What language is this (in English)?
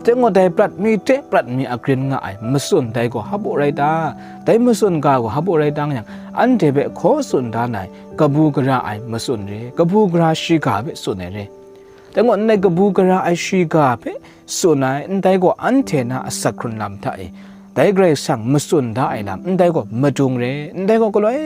Kachin